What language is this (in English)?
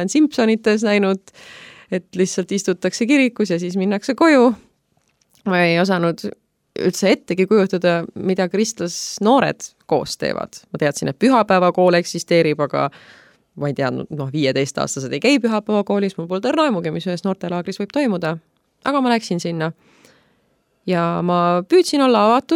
Estonian